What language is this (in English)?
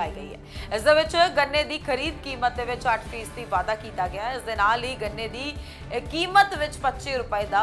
Punjabi